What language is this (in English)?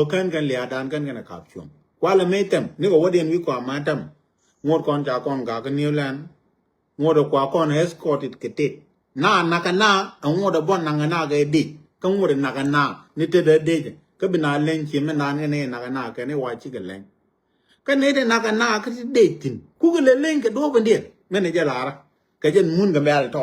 Nuer